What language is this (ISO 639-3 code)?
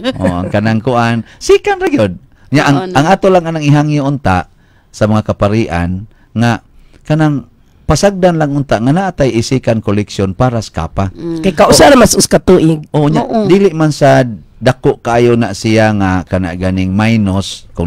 ceb